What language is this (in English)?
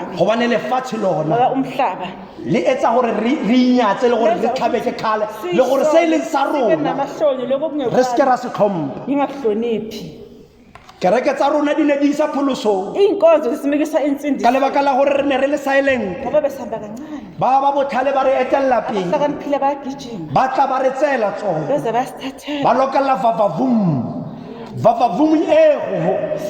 Tswana